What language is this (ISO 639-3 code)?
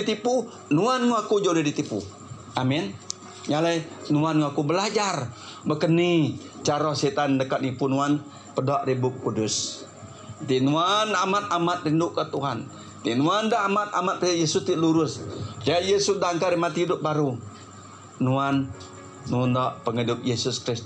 iba